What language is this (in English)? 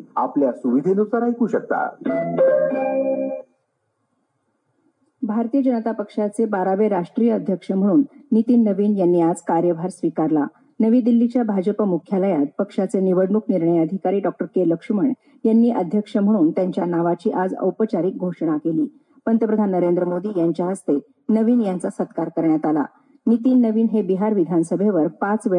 Marathi